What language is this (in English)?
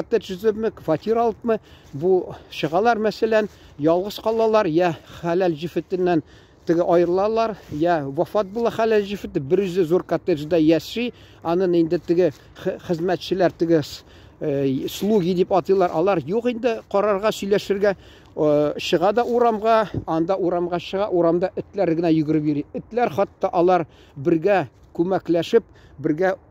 Tatar